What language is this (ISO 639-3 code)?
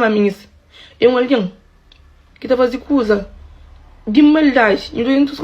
kea